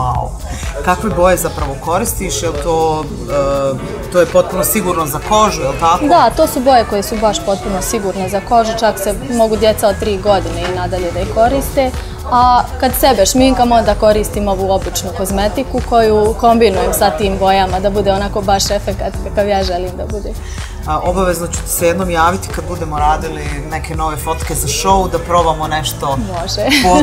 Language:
Bosnian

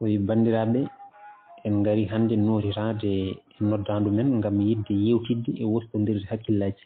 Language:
Fula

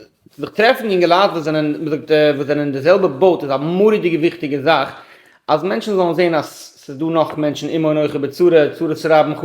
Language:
Yiddish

